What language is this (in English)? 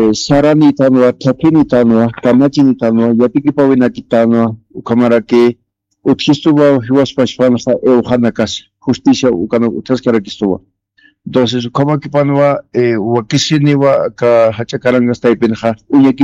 Aymara